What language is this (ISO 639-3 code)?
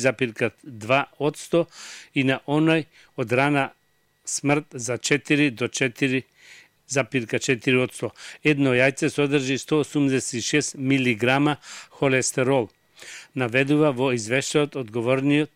mkd